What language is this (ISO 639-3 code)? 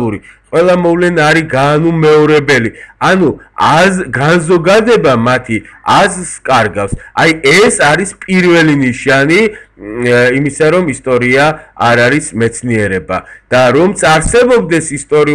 kat